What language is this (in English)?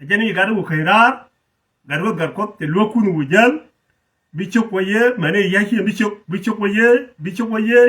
Nuer